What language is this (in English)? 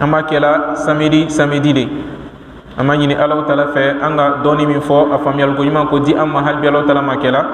Bambara